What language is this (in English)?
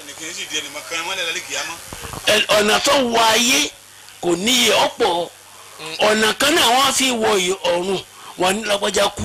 Yoruba